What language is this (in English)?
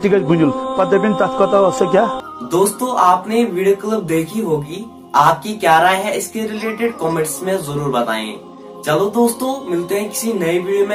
Kashmiri